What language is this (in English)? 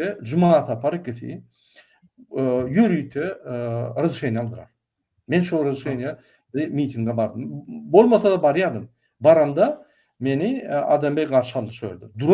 Turkmen